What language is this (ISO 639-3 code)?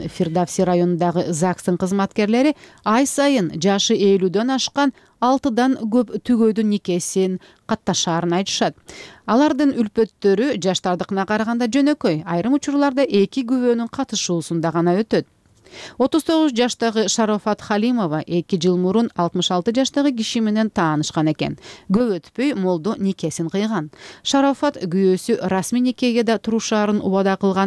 kir